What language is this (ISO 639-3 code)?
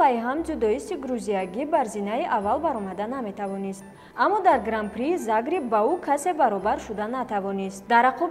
tgk